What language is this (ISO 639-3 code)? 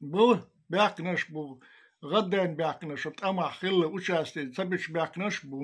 che